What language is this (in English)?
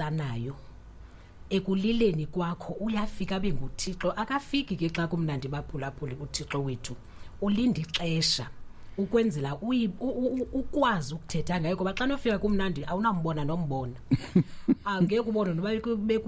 Xhosa